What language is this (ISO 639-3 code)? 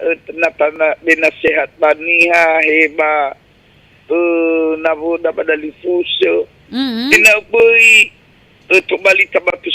nia